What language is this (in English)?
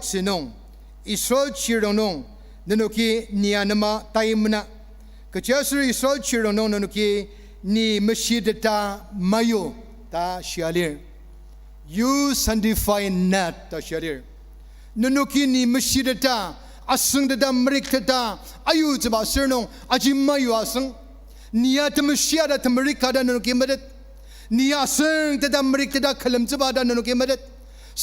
Ao Naga